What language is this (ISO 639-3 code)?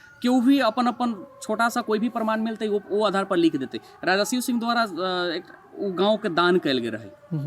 mai